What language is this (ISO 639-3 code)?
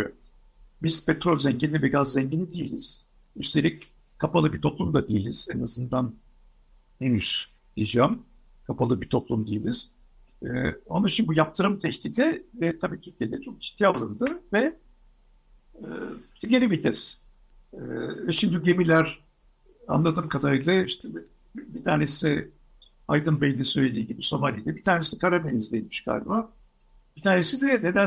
tur